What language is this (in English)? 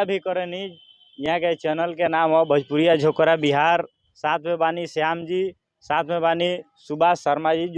Bhojpuri